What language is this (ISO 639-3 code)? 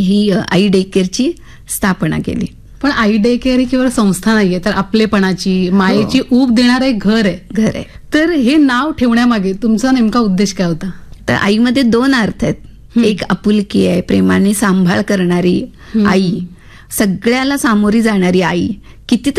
mar